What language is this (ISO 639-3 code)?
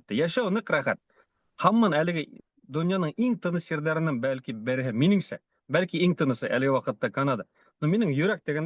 bak